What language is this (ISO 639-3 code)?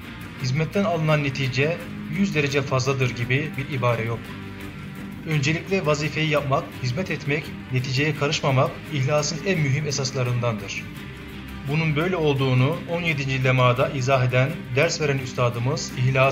tur